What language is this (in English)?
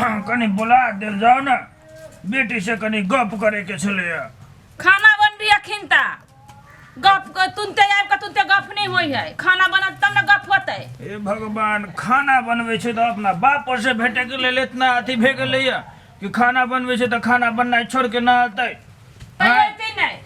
Maithili